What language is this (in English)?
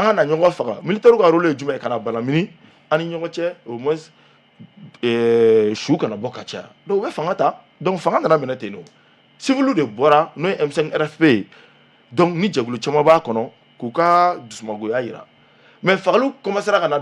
Bambara